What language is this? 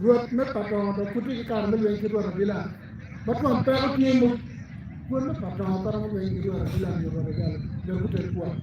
Acoli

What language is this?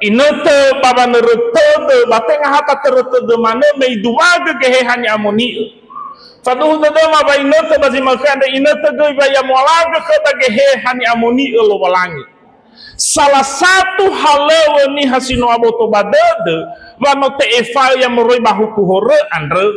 Nias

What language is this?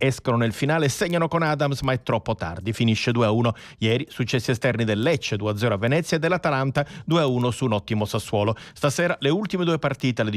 Italian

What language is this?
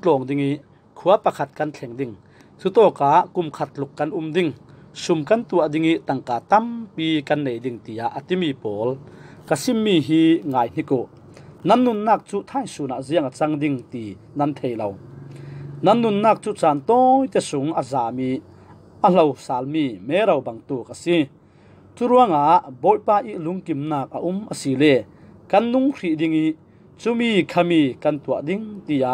Falam Chin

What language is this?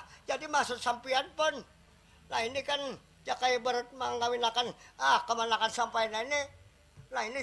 Banjar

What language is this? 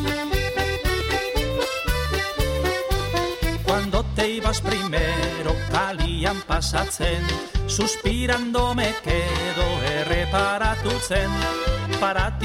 Basque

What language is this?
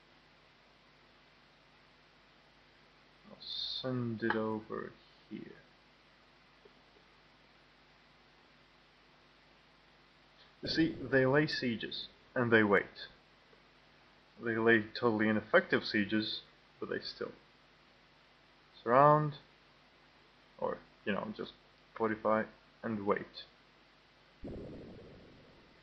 English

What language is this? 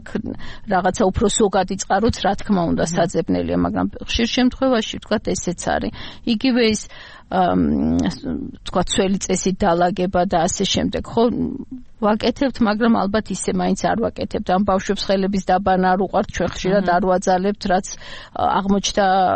Georgian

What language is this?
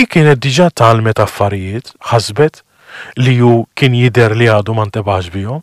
Maltese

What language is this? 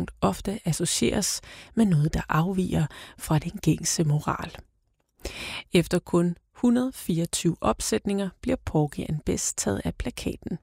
Danish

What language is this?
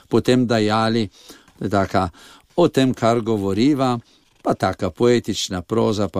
Slovenian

